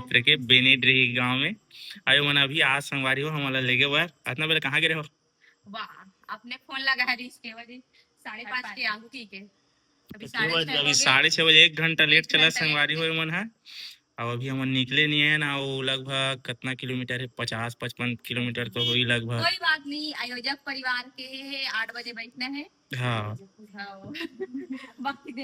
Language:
Chhattisgarhi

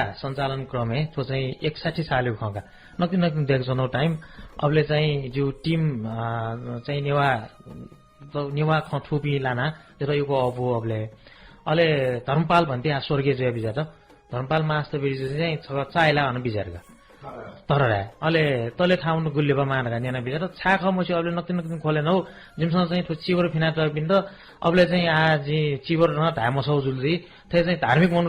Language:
Newari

